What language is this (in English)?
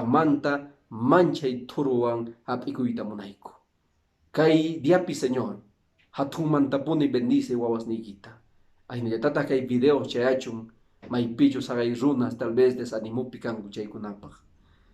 Quechua